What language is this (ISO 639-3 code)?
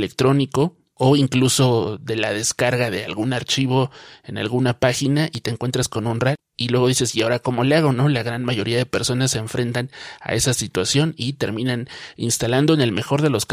spa